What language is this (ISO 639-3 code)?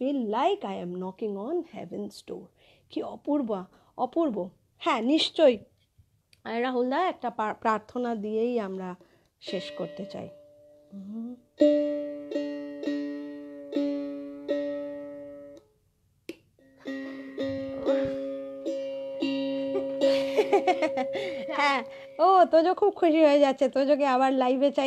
ben